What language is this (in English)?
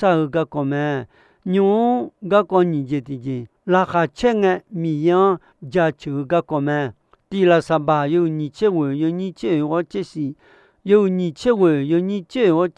Akha